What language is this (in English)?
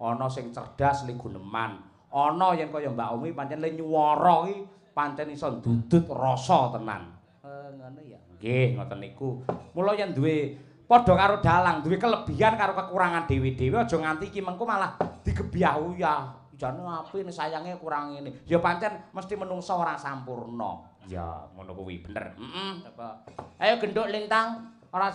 Javanese